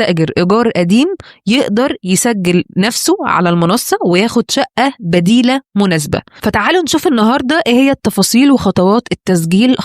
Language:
Egyptian Arabic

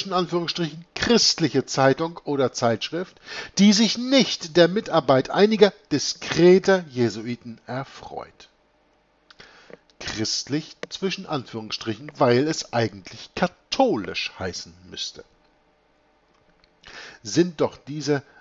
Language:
German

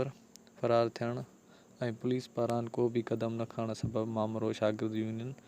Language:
Sindhi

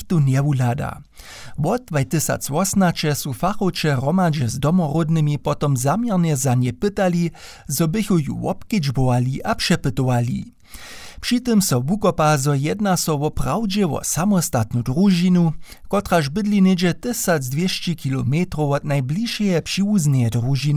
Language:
Upper Sorbian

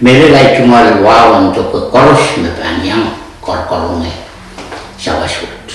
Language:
Pohnpeian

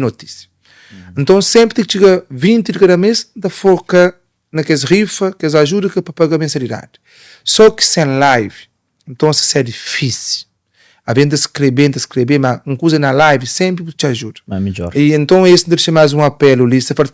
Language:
Kabuverdianu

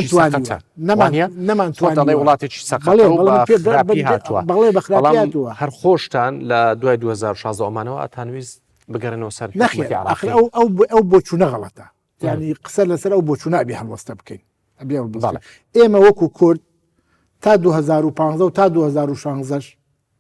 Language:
Central Kurdish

